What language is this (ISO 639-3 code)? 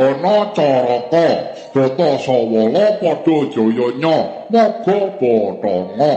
jav